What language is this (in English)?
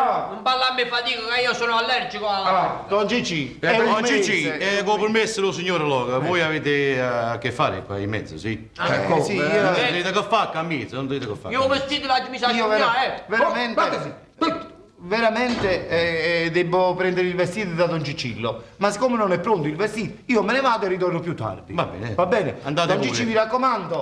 Neapolitan